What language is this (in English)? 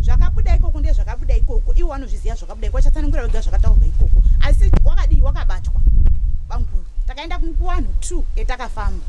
Shona